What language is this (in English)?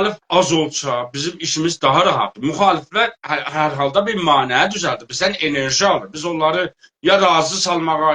South Azerbaijani